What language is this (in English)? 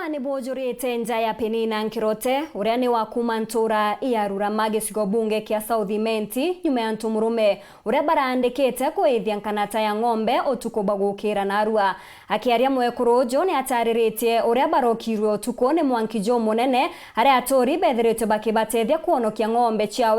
Meru